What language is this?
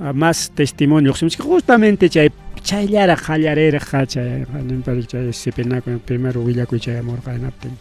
Ayacucho Quechua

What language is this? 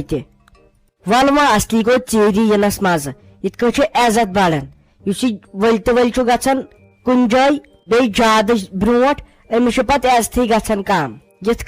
Kashmiri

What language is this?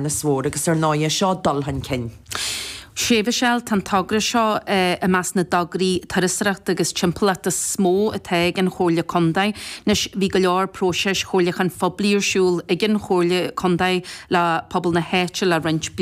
Irish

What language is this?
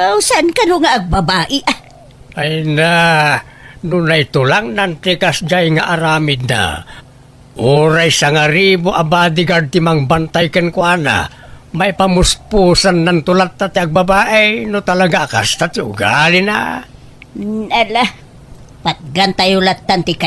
Iloko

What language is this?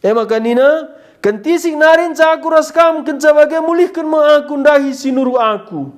Batak Karo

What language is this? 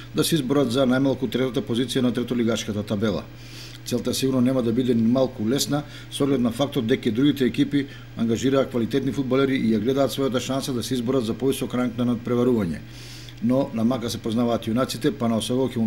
Macedonian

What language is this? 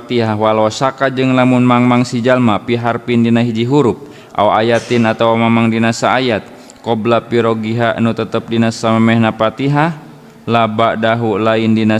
Sundanese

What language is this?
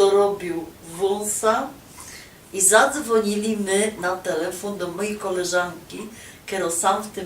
Silesian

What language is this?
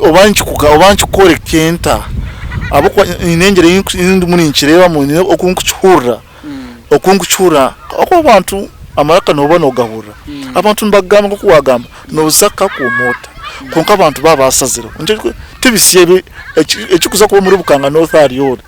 Nyankole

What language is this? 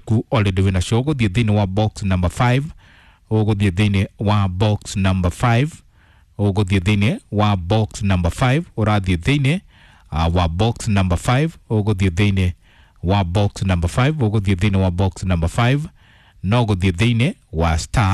Kikuyu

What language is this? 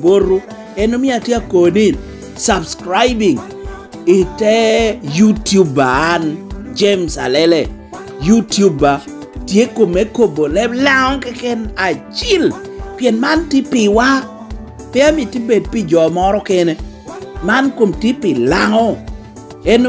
Lango (Uganda)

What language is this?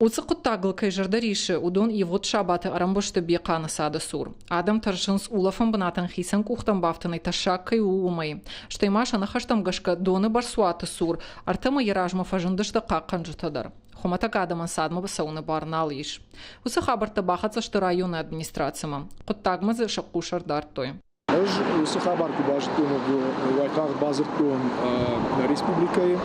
Ossetic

